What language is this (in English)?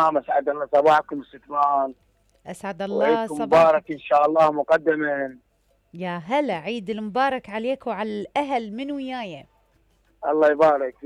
Mesopotamian Arabic